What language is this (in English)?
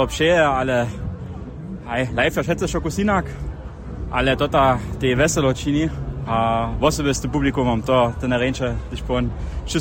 Upper Sorbian